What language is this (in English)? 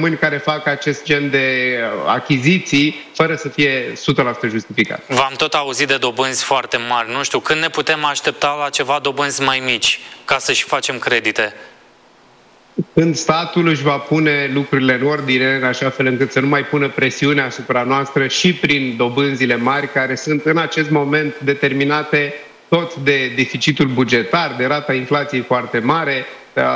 Romanian